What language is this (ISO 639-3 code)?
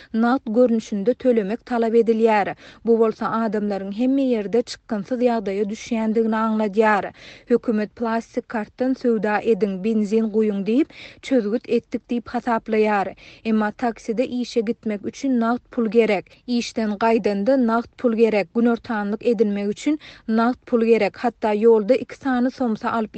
tuk